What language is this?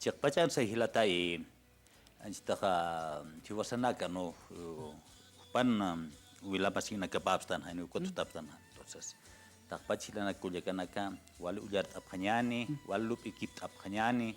Aymara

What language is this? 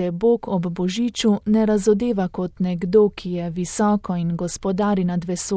Slovenian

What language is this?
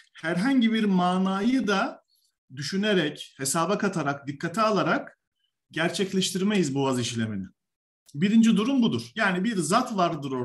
Turkish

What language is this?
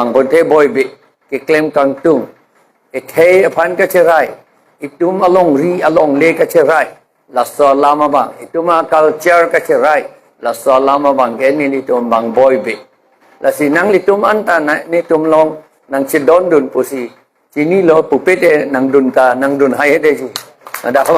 Karbi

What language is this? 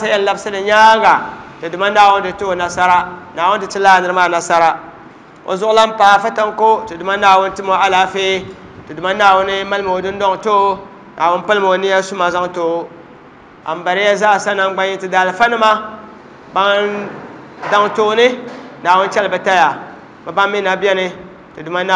Dagbani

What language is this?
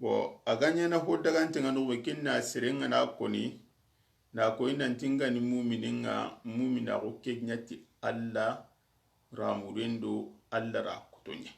Soninke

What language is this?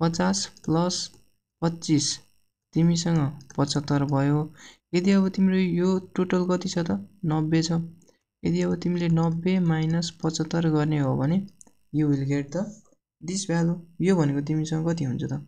Nepali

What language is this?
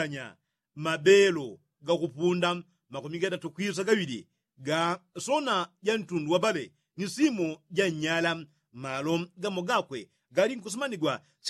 Yao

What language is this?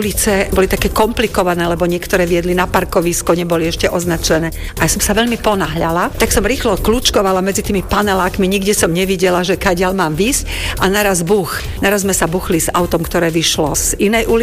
Slovak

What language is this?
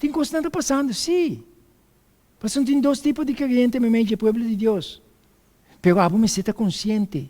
Papiamento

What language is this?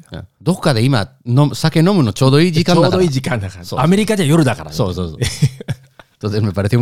Japanese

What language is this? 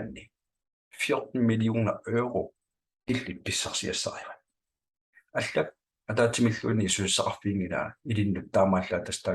Kalaallisut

